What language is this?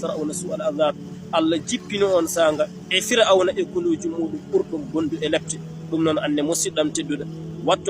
Fula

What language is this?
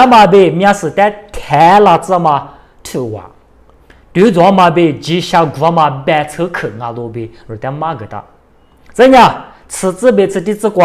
Lisu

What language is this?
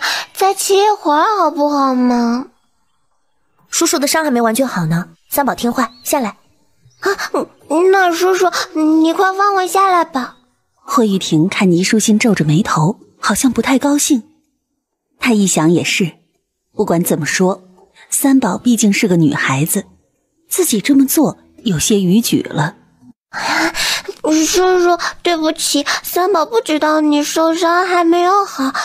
Chinese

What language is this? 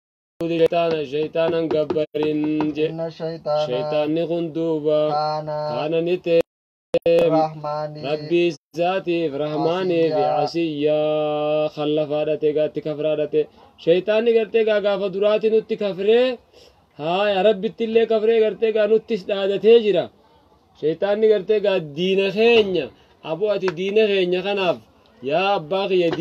Oromo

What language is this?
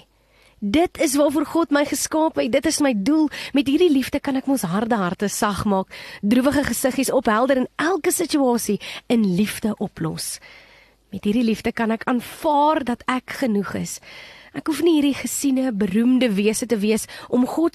Afrikaans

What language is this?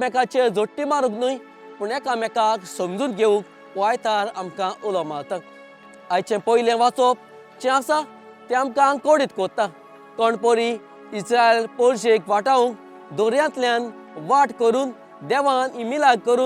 Konkani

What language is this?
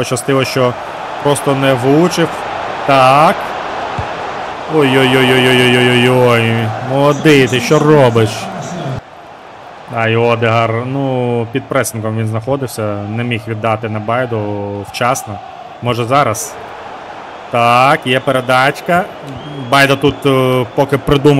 Ukrainian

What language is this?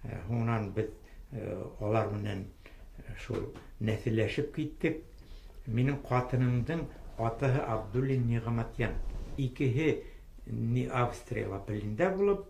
Bashkir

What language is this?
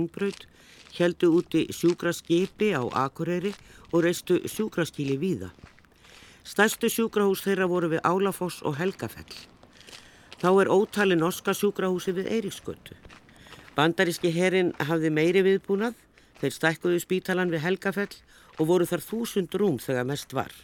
Icelandic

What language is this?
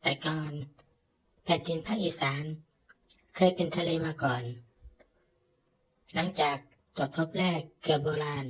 Lao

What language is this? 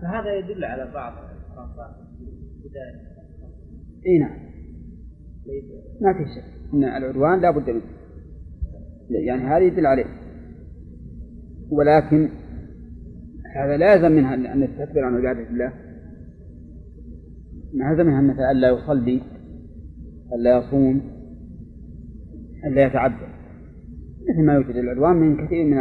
Arabic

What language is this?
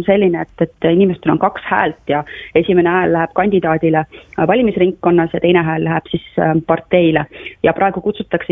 Estonian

